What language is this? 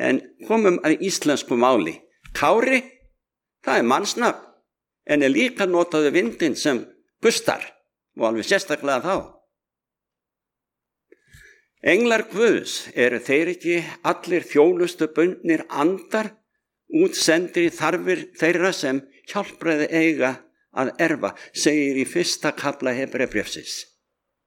Icelandic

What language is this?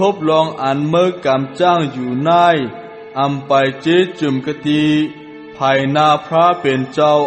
Shan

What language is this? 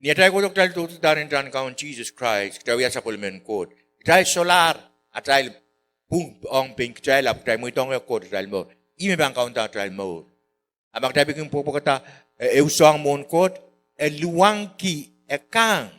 Pohnpeian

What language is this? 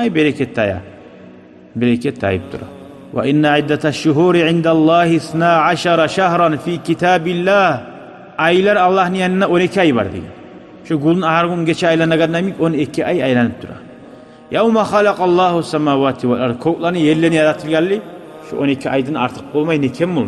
Kumyk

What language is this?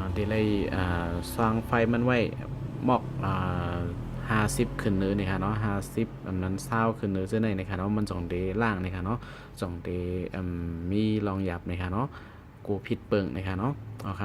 Shan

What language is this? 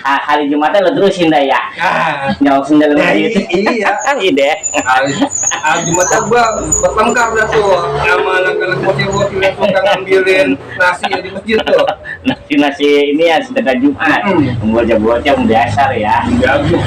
Betawi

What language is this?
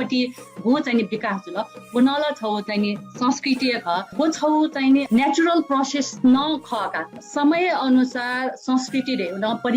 Newari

